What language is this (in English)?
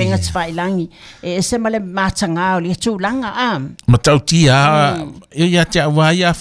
Samoan